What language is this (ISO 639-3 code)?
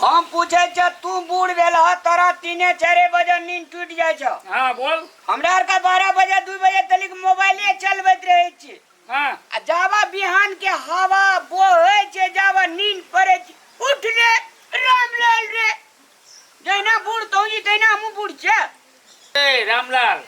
mai